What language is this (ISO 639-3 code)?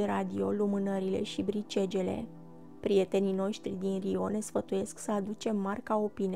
ron